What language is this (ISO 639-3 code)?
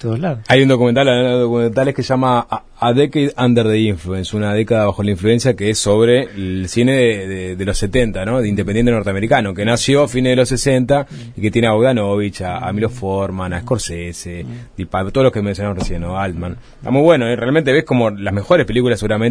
spa